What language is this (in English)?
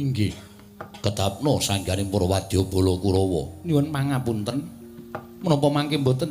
Javanese